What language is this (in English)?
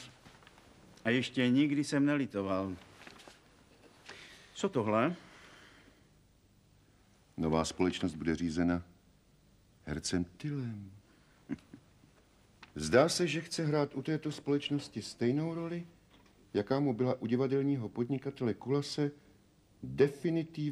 Czech